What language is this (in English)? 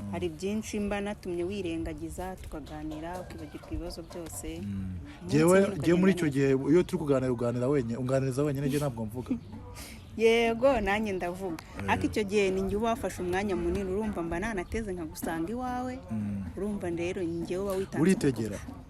Kinyarwanda